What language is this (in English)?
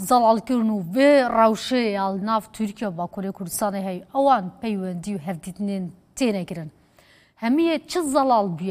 Kurdish